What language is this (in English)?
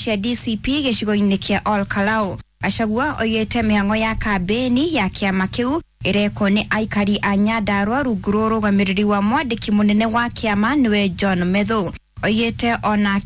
Kikuyu